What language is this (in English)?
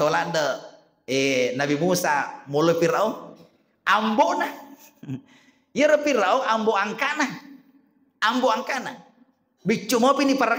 Buginese